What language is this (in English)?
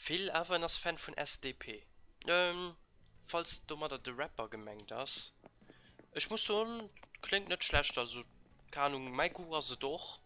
Luxembourgish